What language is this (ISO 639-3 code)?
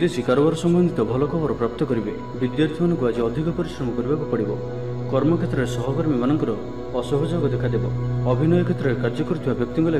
ori